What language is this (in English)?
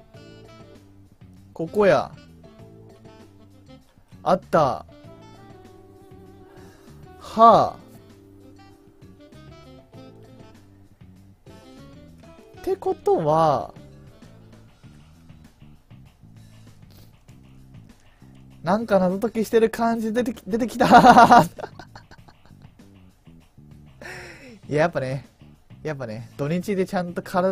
Japanese